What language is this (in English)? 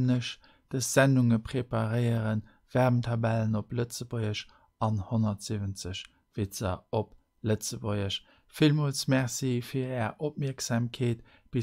Luxembourgish